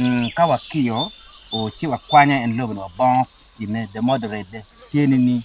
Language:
Acoli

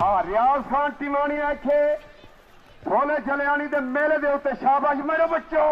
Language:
Saraiki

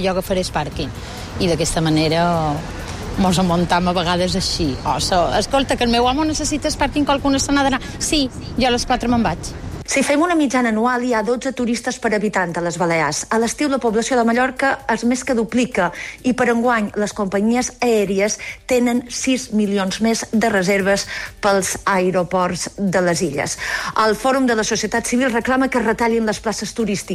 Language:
Catalan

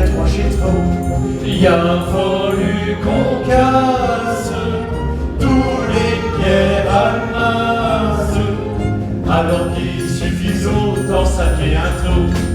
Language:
Picard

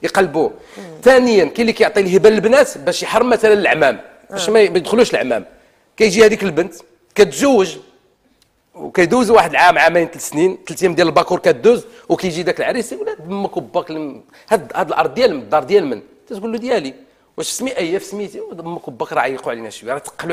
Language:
Moroccan Arabic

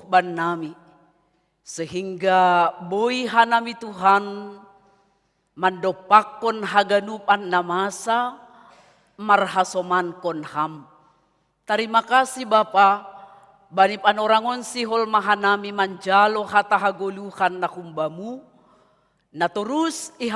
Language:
Batak Simalungun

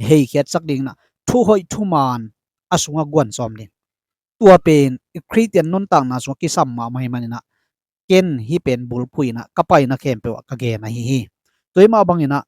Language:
Tedim Chin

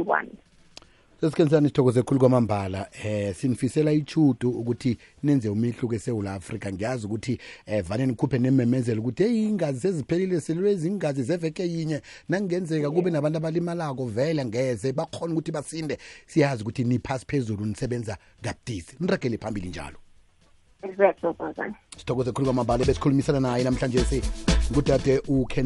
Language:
South Ndebele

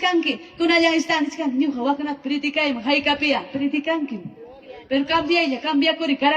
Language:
Ayacucho Quechua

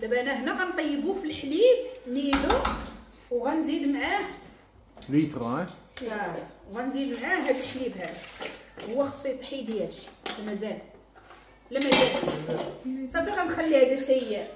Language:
Moroccan Arabic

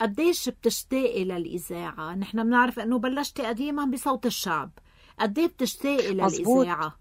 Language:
North Levantine Arabic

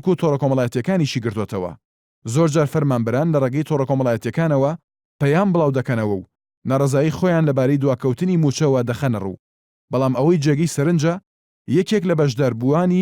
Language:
Central Kurdish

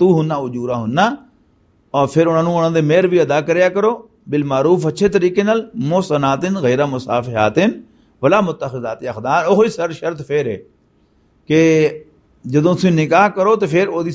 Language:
Western Panjabi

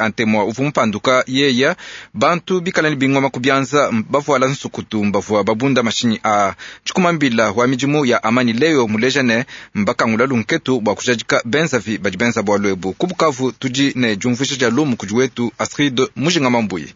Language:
Luba-Lulua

